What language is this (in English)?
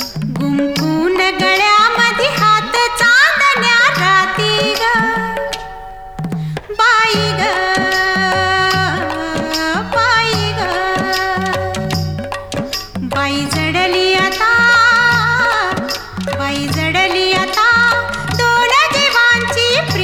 Marathi